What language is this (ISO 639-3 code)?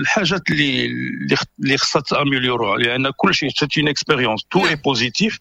ary